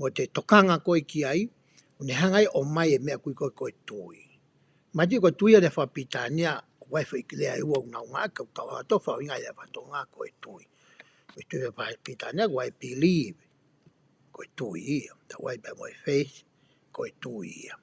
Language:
Tongan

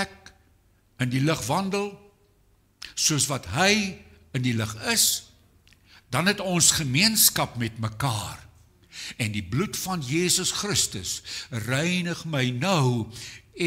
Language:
Afrikaans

